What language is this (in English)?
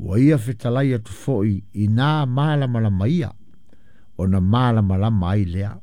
Samoan